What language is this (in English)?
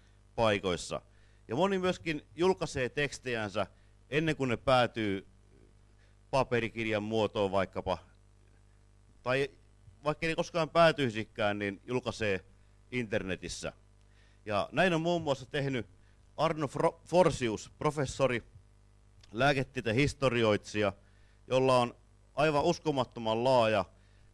Finnish